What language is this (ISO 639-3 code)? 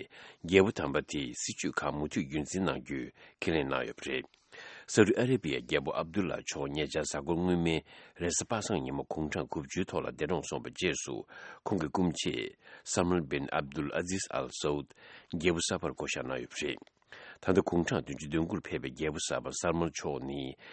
bod